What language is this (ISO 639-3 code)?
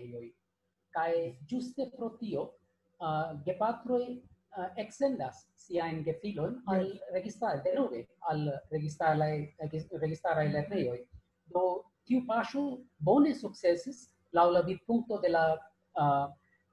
epo